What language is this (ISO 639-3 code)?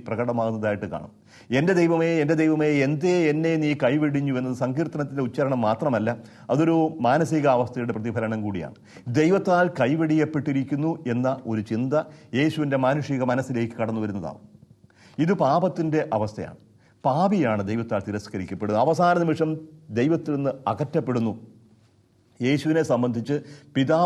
mal